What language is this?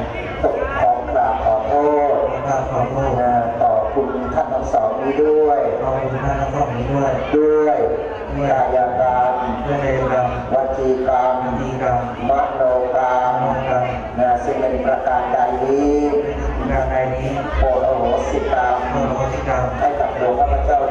Thai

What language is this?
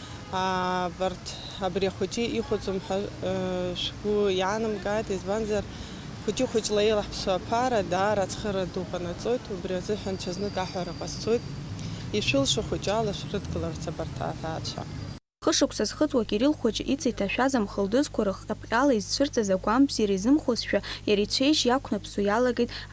Abkhazian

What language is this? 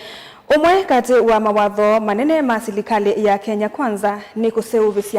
Kamba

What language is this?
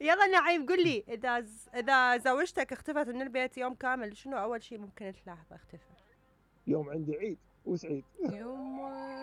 Mesopotamian Arabic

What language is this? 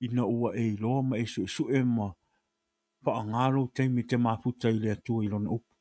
Samoan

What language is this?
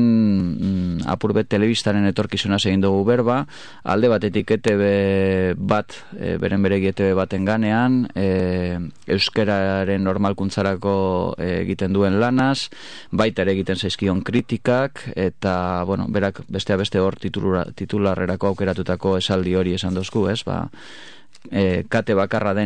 Basque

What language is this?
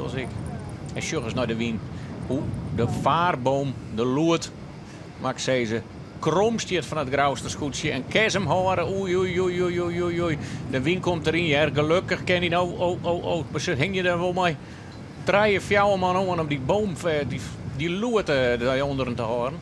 Western Frisian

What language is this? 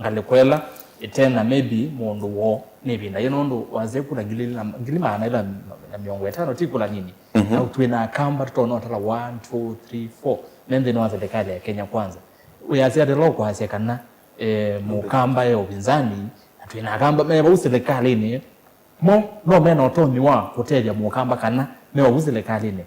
Kamba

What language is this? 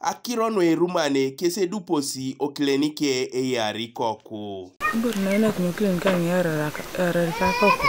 Teso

